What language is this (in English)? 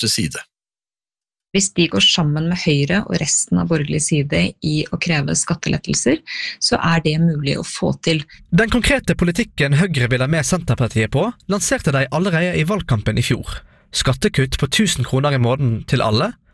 Norwegian